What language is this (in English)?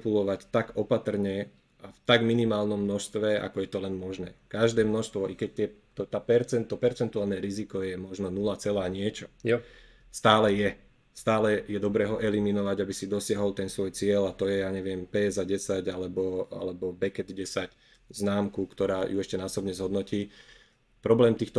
Slovak